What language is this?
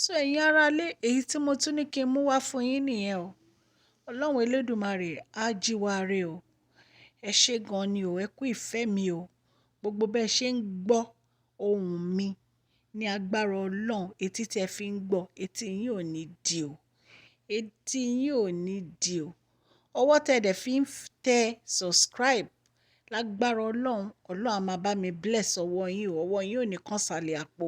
Yoruba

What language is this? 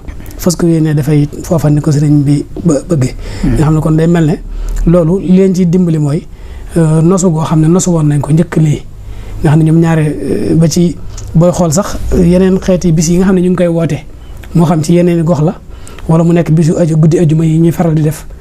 Wolof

